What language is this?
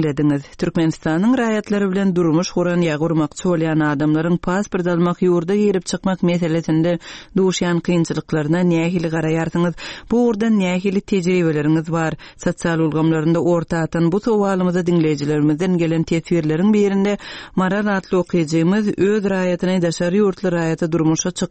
Turkmen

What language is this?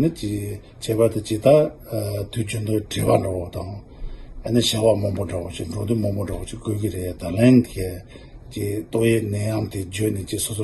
Tibetan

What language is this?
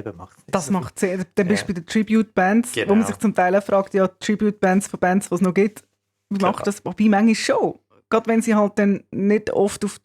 Swiss German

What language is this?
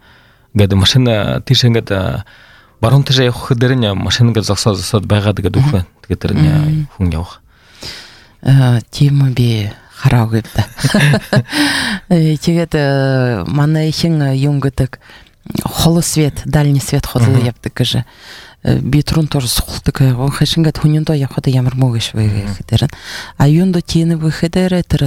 Buriat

